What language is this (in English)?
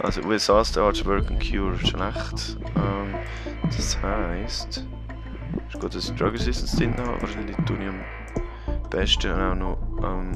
Swiss German